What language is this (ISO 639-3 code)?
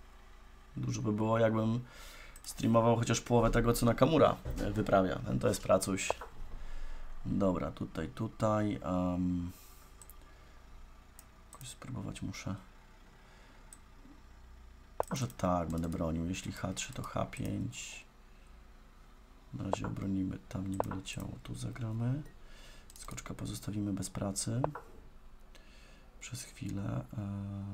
pol